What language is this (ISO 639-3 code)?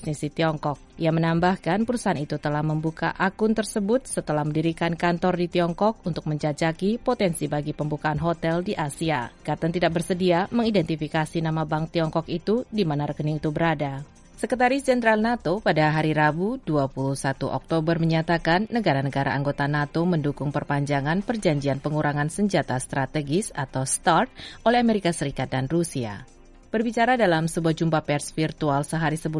ind